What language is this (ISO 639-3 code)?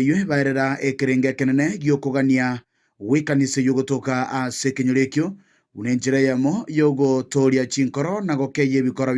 guz